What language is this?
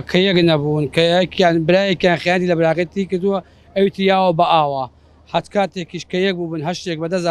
Central Kurdish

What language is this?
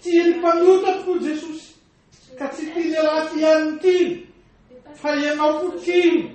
Malagasy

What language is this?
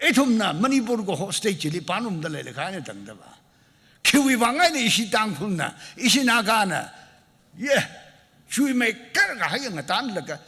Tangkhul Naga (India)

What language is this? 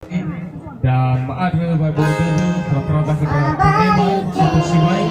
Nias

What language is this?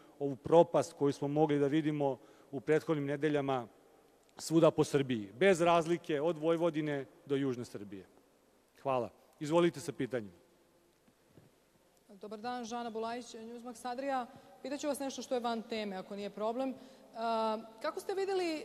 Serbian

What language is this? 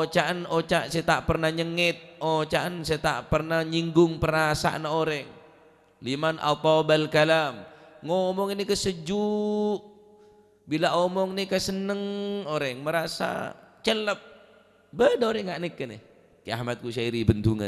Madurese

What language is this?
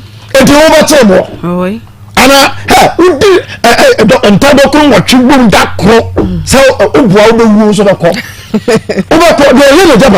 Akan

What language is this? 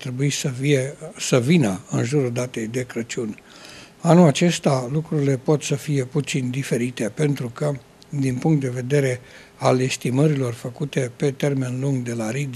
Romanian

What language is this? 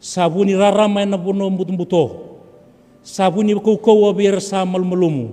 Fijian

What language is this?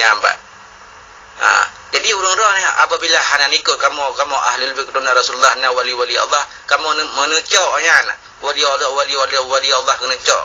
Achinese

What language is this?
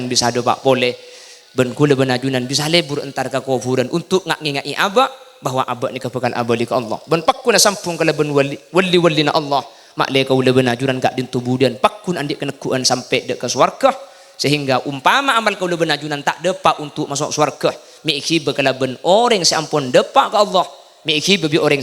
Madurese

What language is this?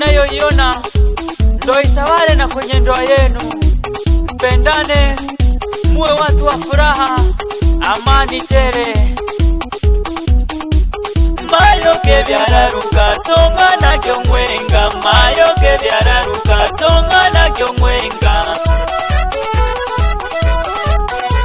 Swahili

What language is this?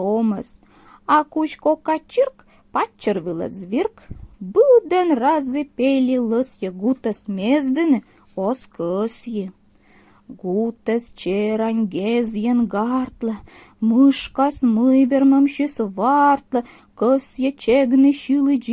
Komi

